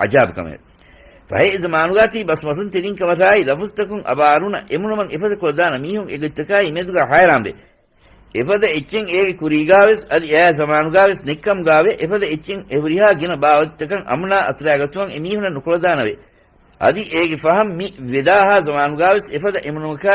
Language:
Divehi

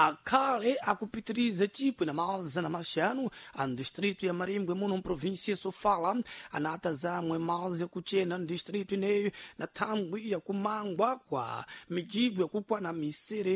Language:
Sena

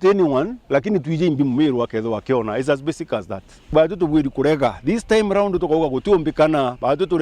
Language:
Meru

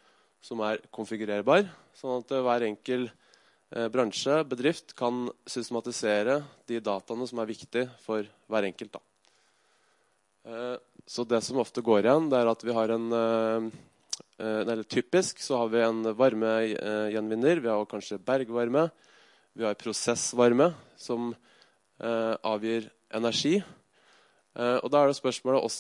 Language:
Norwegian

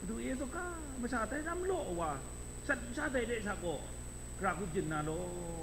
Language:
Kachin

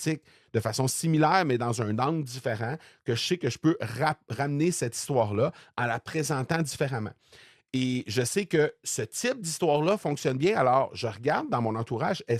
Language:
French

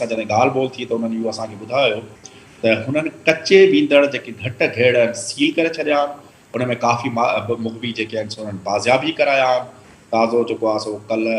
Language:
Sindhi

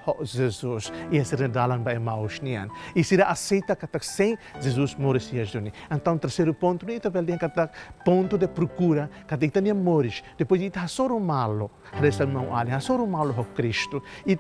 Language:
Tetum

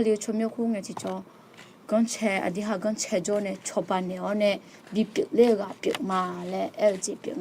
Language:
Akha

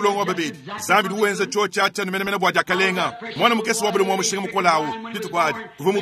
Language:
Luba-Lulua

